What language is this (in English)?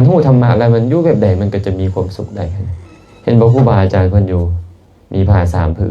Lao